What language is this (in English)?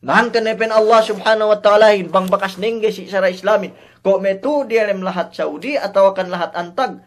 Yakan